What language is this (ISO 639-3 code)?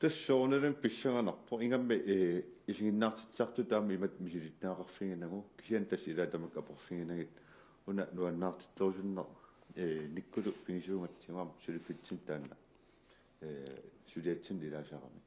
kal